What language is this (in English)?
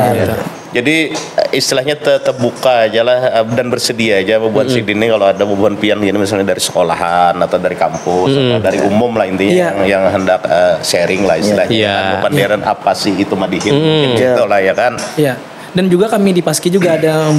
Banjar